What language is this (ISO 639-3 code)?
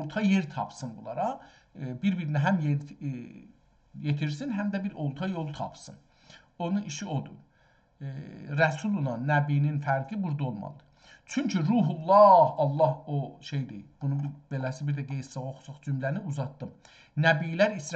azb